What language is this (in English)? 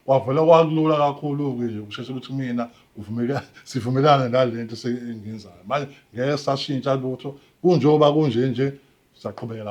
Zulu